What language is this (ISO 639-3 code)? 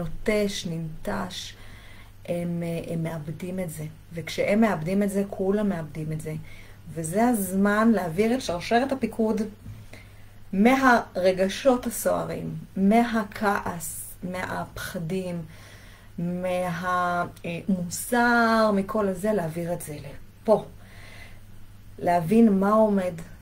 heb